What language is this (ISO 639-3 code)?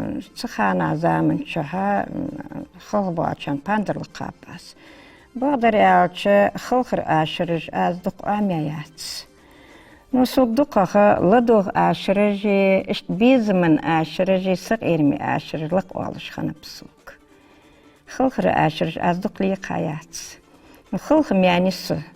inh